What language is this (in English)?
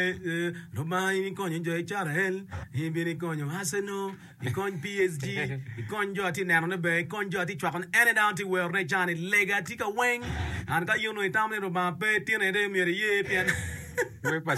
Acoli